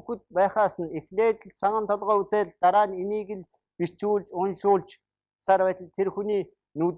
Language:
Mongolian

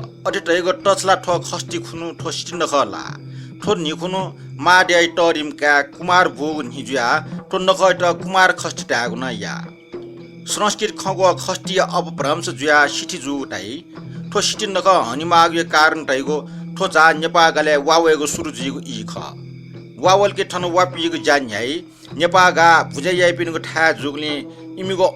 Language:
Newari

